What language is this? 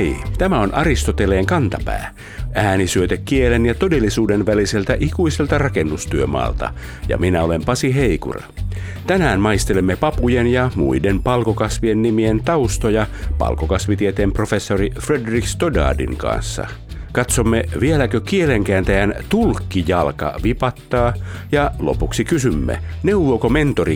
Finnish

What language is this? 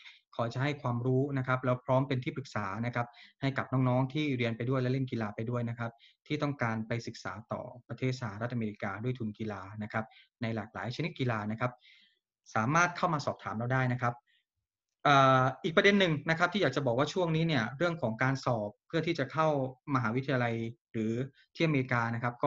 Thai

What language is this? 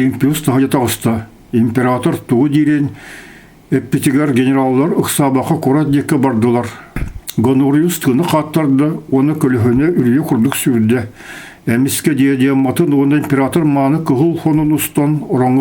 Yakut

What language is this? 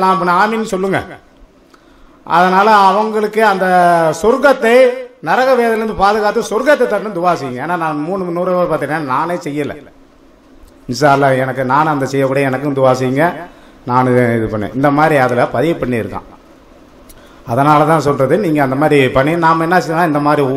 Tamil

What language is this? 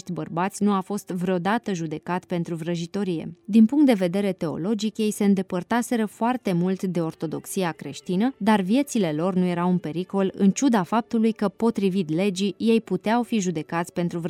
Romanian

